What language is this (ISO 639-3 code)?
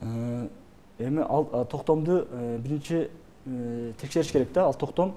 kir